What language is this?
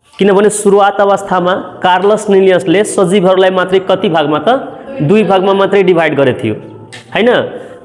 Nepali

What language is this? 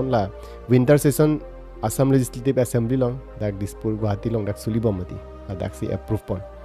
Karbi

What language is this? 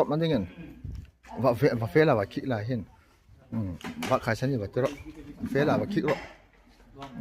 Hmar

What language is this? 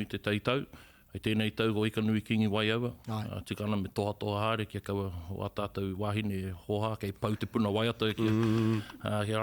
Māori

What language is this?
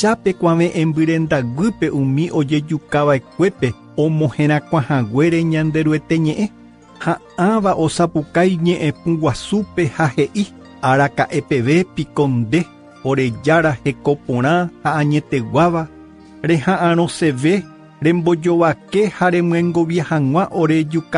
Guarani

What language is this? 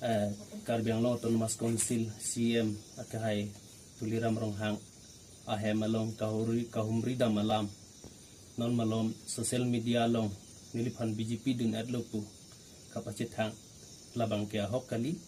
Karbi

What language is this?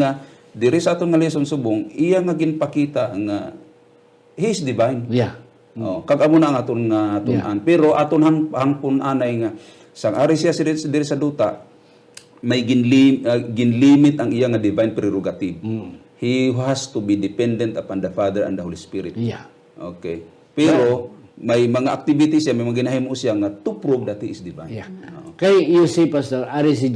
Hiligaynon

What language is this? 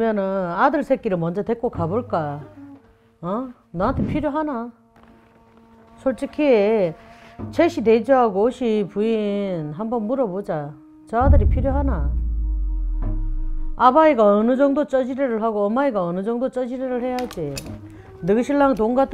Korean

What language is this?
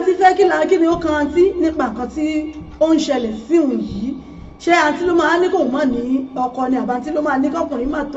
Yoruba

